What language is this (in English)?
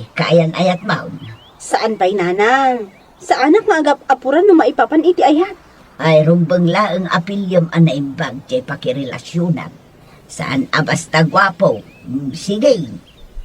Iloko